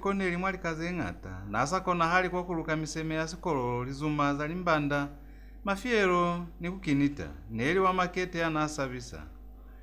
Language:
Lozi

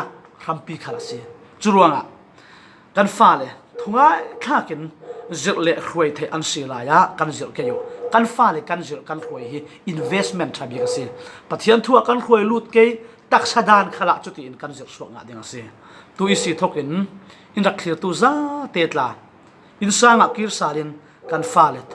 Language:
Falam Chin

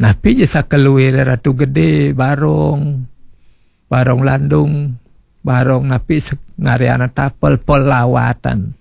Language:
Balinese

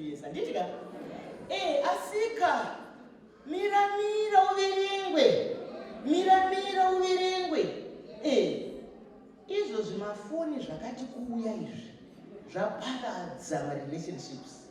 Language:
Shona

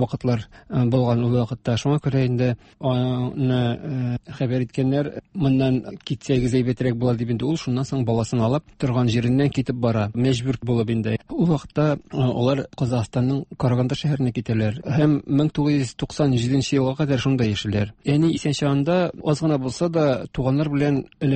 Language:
Tatar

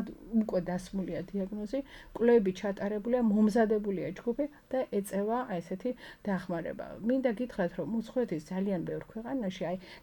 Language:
Georgian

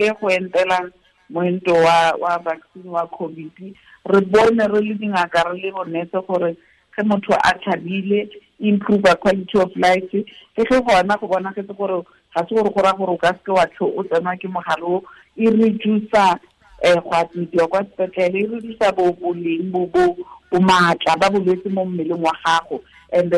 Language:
Tswana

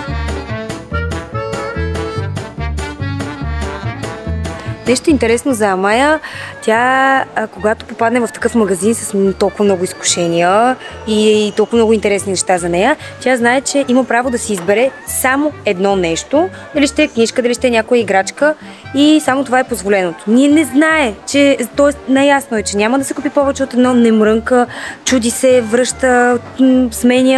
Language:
Bulgarian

